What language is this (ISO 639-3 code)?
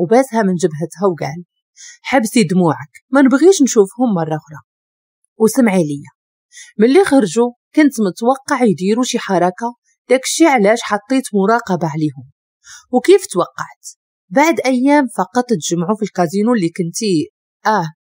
ary